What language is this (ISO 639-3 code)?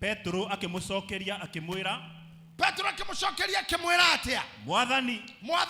kik